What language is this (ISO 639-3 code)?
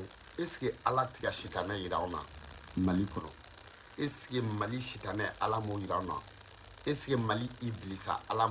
bam